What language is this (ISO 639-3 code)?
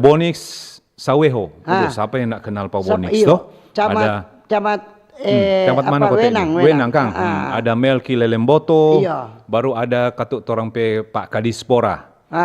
xmm